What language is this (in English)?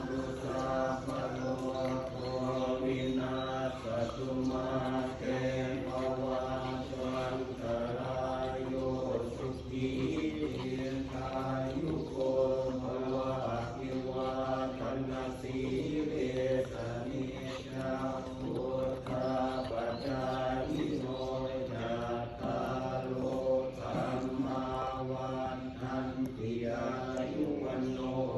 Pali